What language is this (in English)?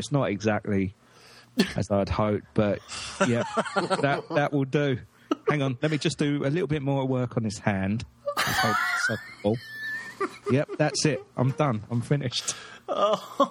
English